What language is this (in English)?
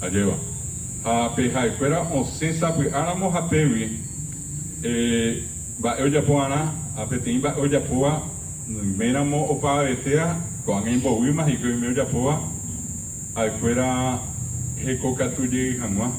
Guarani